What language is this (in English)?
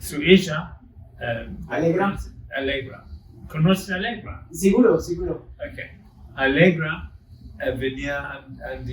Ladino